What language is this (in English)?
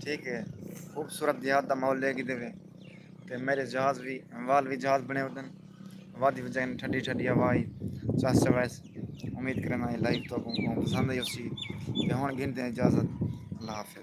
Saraiki